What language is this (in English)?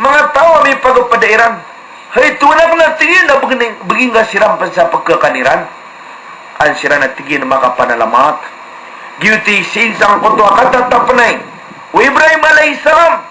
Maranao